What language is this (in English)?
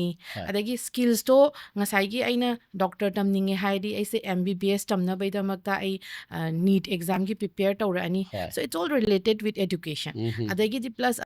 Manipuri